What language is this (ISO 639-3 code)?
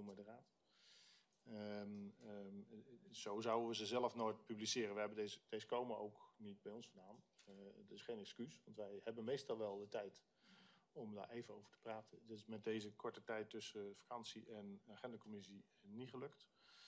nld